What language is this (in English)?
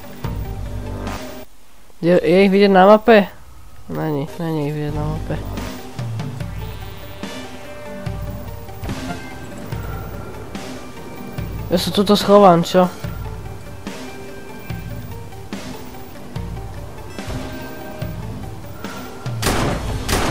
Slovak